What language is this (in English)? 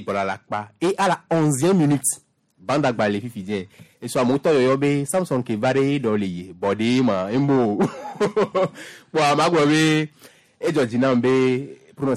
Gen